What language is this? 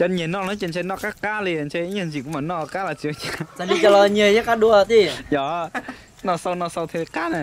Hmong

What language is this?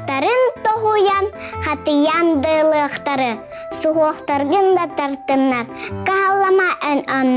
Yakut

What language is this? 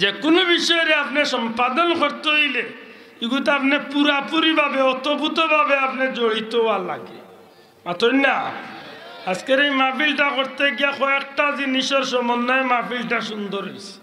Sylheti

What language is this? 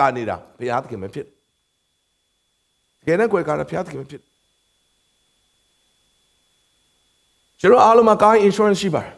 Burmese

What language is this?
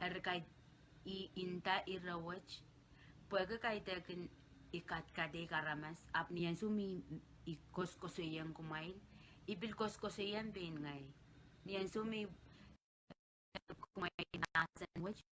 Pohnpeian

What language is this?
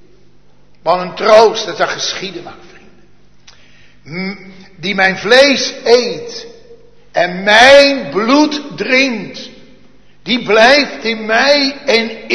Dutch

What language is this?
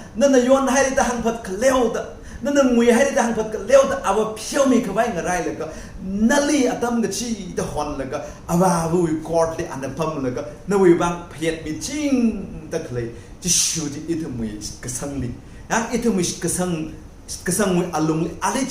Tangkhul Naga (India)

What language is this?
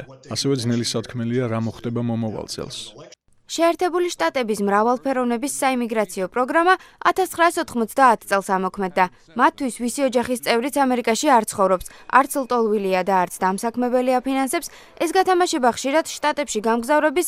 Georgian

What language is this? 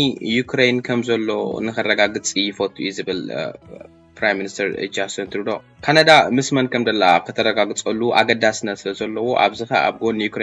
Tigrinya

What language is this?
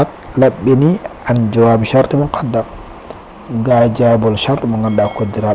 Fula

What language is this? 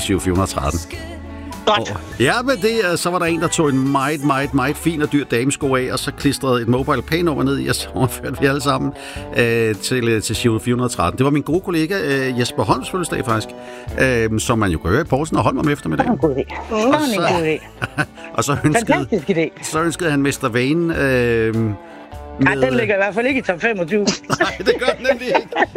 Danish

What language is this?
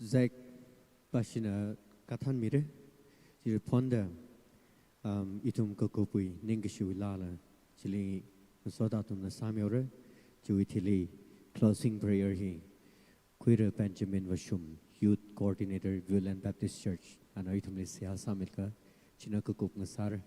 Tangkhul Naga (India)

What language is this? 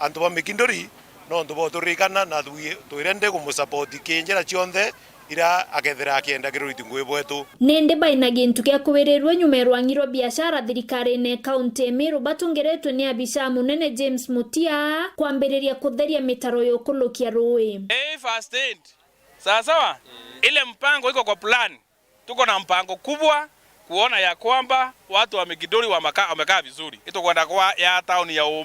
Meru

